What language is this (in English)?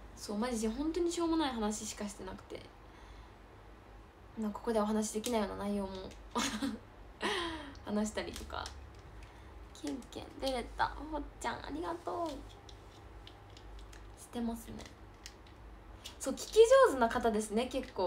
Japanese